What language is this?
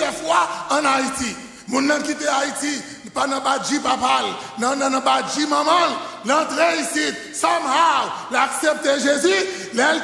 Haitian Creole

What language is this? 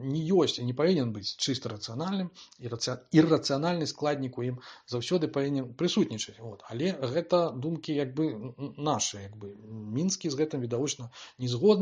Belarusian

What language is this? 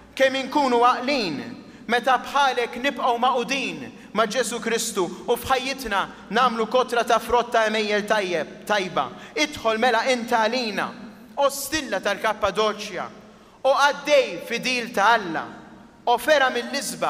Maltese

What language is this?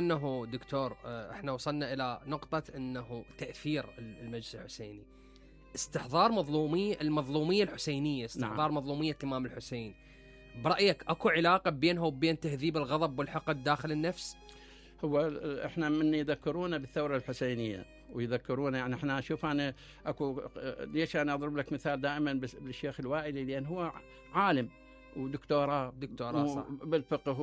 Mesopotamian Arabic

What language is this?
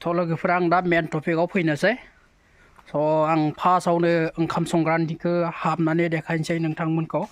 Bodo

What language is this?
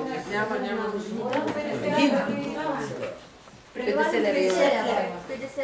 Bulgarian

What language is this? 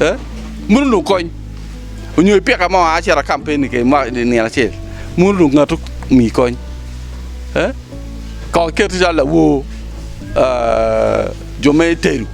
Acoli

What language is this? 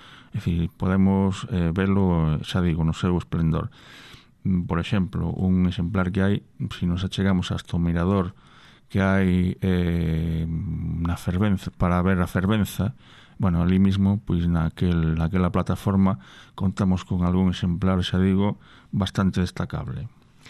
Galician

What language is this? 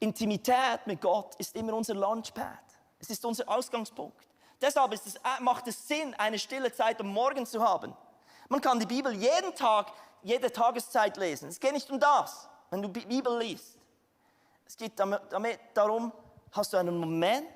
Swiss German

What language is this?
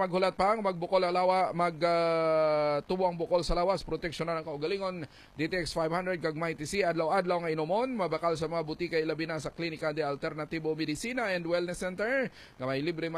Hiligaynon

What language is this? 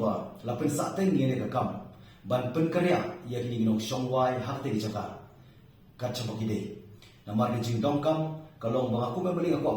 Khasi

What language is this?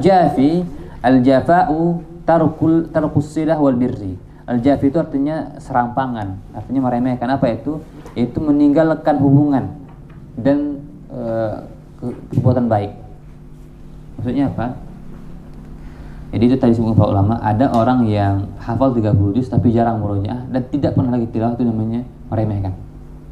Indonesian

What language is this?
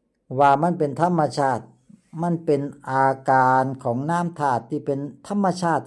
Lao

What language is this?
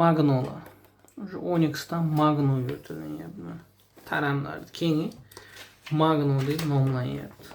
Uzbek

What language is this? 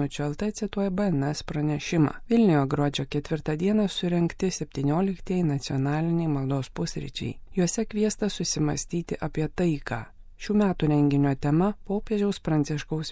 Lithuanian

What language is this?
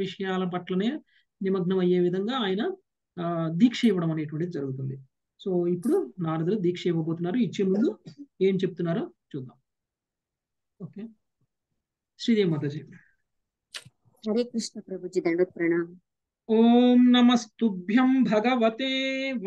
Telugu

